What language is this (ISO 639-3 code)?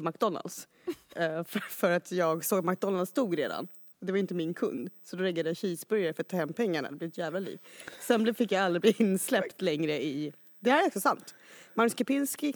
swe